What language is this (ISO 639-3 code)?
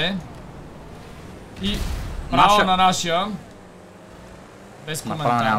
bul